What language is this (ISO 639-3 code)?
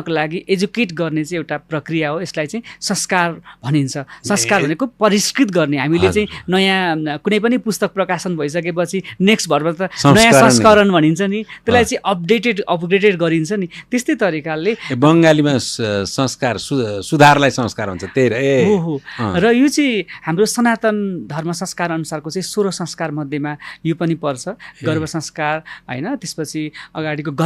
nep